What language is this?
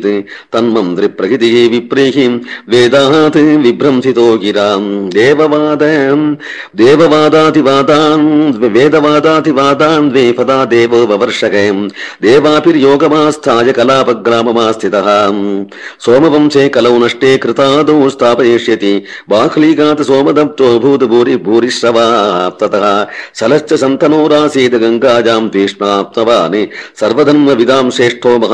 Sanskrit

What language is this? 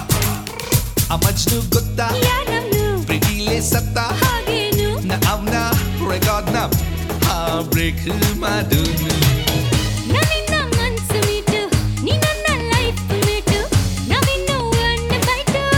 Kannada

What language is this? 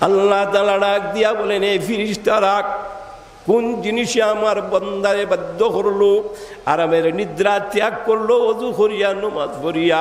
Sylheti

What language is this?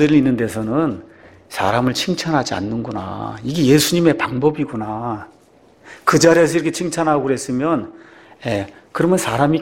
Korean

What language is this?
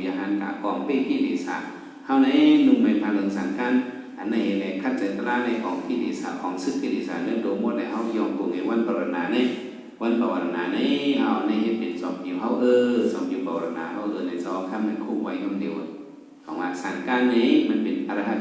Shan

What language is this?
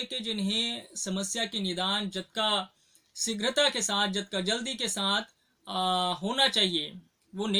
Chhattisgarhi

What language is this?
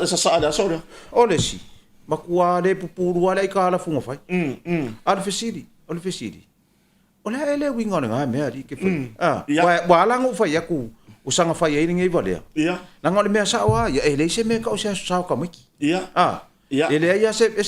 Samoan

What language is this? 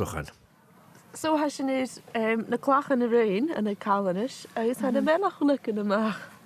Scottish Gaelic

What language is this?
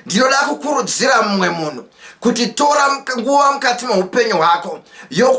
Shona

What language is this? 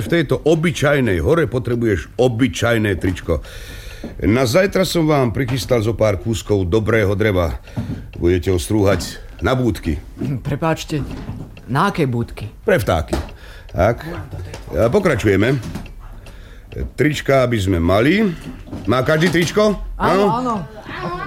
Slovak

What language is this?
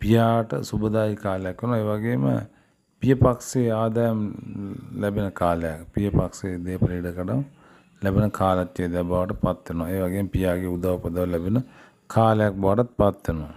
Sinhala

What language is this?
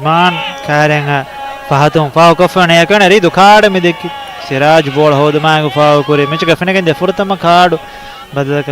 Divehi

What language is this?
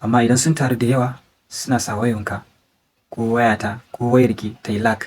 Hausa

